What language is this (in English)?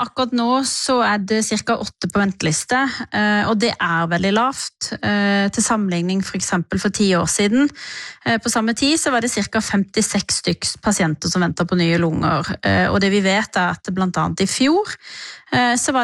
Norwegian